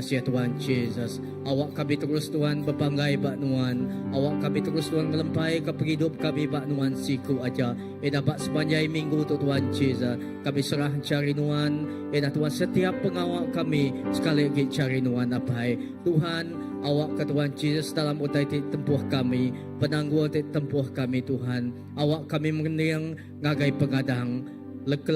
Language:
Iban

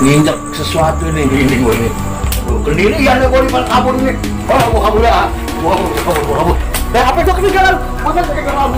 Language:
Betawi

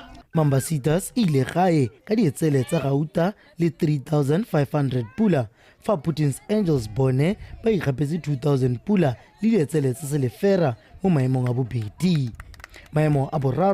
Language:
Tswana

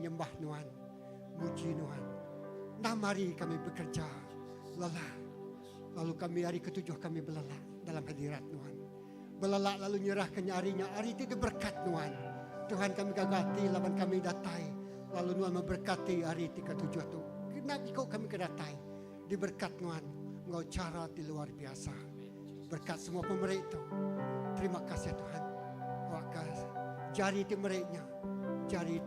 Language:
Iban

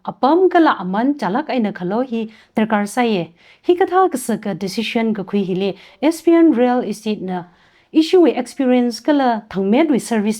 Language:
Tangkhul Naga (India)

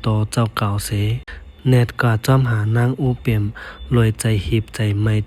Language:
Shan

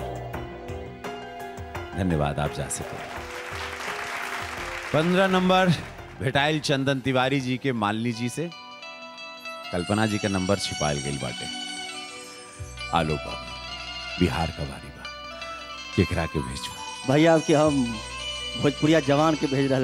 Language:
Bhojpuri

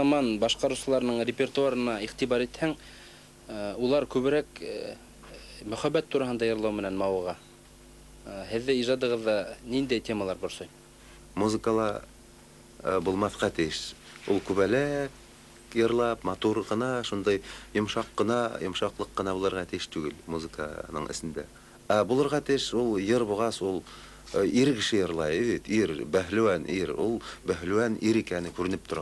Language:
Bashkir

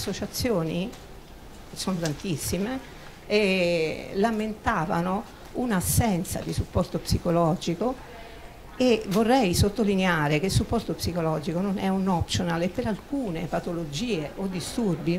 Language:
Italian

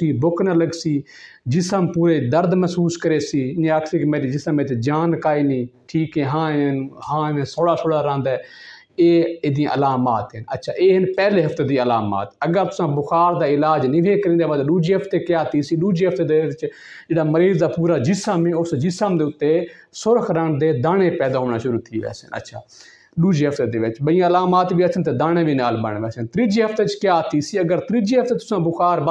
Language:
Saraiki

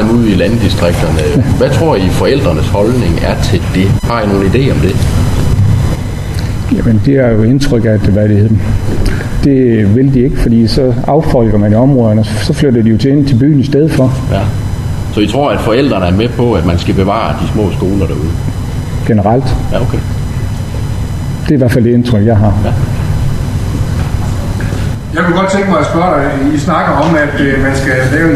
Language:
Danish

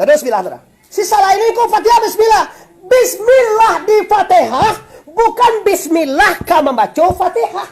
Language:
Minangkabau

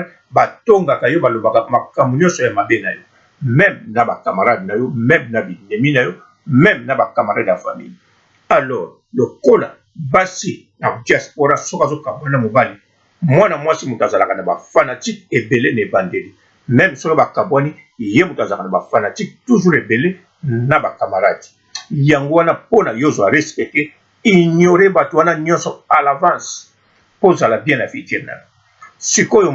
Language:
Lingala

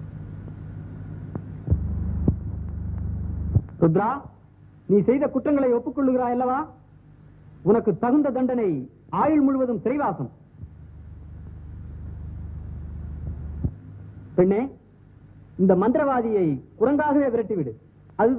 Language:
Tamil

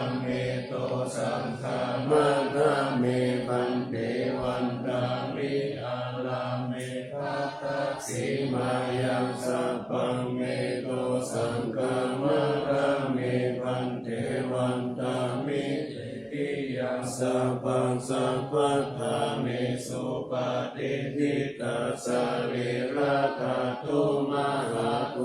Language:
Pali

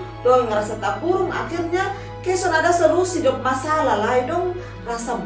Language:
Kupang Malay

